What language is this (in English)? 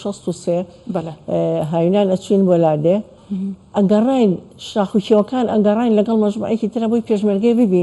Central Kurdish